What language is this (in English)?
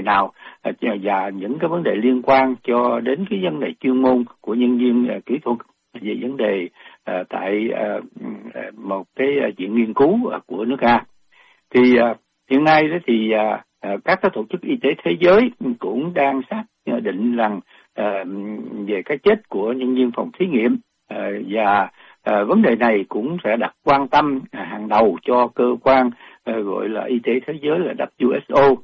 Vietnamese